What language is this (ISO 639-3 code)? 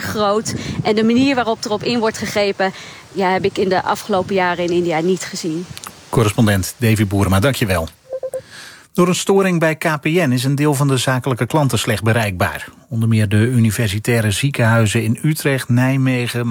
nld